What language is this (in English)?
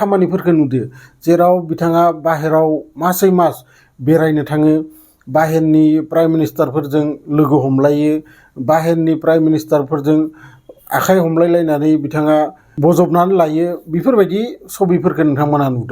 Bodo